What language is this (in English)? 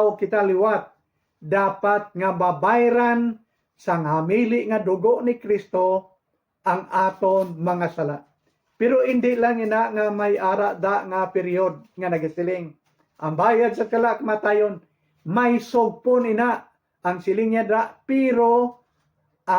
Hiligaynon